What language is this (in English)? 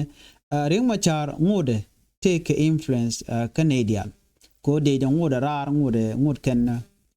Nuer